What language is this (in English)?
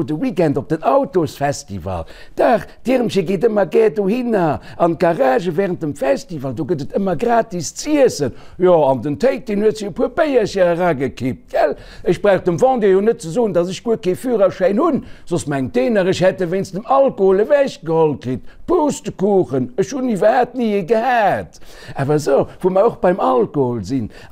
Luxembourgish